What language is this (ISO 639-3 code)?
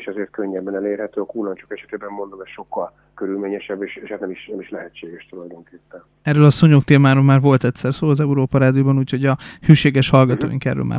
hun